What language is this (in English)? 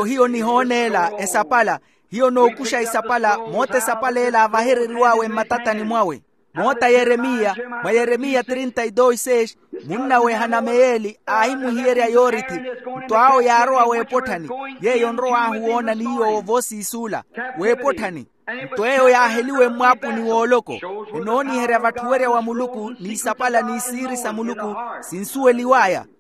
Makhuwa